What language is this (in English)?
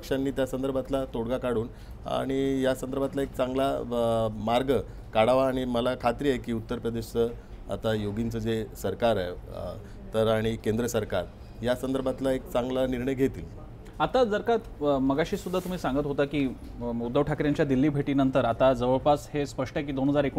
Marathi